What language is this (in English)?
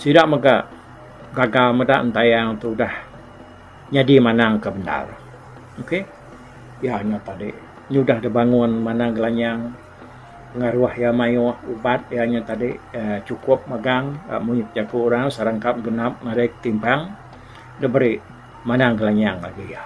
Iban